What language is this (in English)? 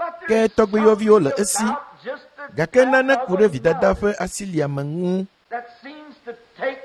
Ewe